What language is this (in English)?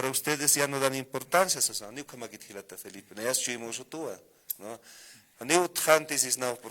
Aymara